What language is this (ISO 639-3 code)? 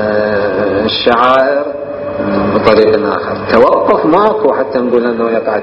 acm